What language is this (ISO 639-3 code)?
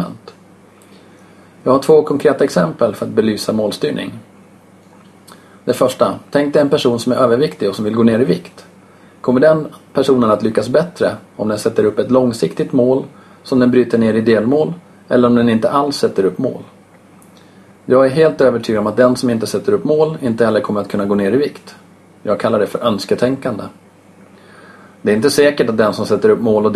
swe